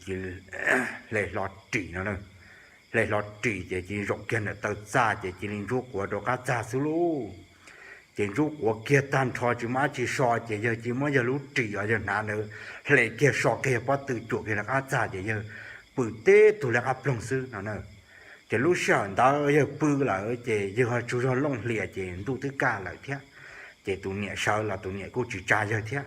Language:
Hmong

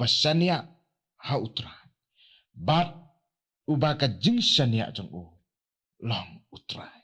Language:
Khasi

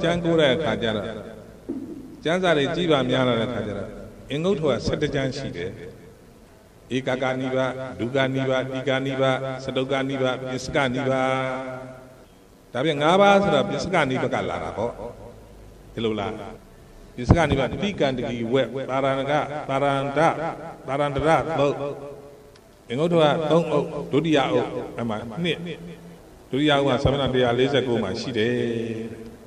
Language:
Burmese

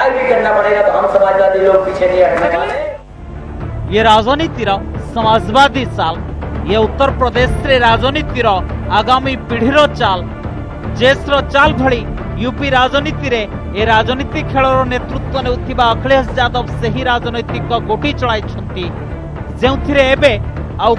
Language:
Odia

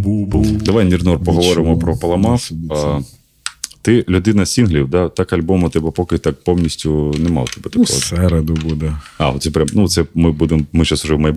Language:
Ukrainian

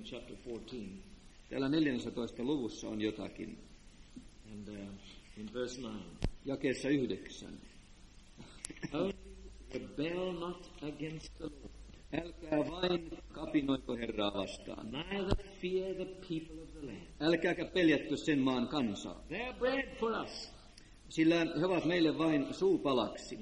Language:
Finnish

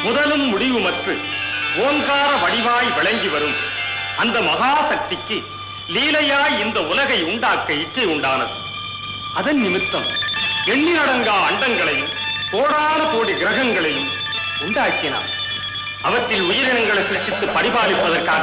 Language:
Tamil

